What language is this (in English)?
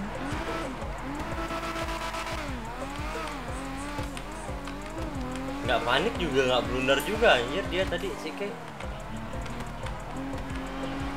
Indonesian